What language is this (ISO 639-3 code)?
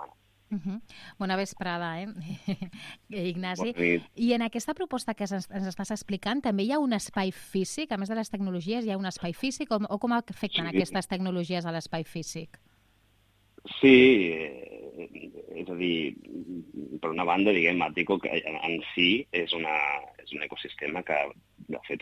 cat